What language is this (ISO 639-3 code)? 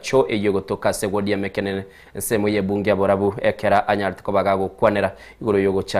guz